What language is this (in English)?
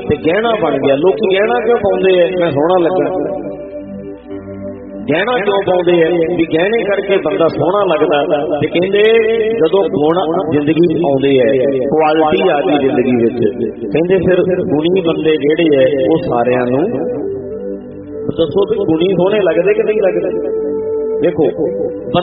Punjabi